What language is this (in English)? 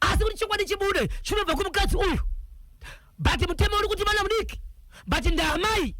Shona